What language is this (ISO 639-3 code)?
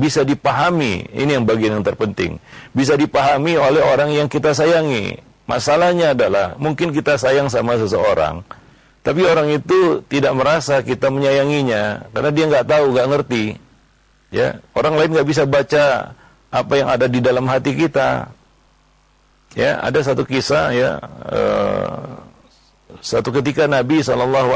ind